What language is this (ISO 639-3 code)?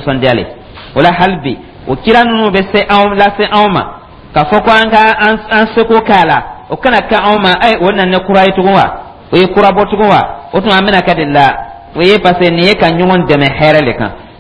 dyu